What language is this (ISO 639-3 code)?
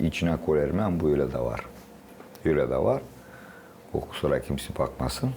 gag